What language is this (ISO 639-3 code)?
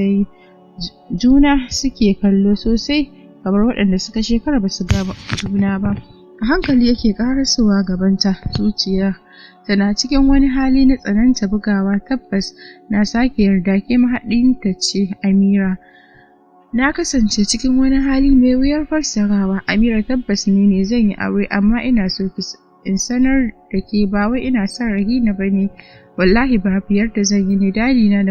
hau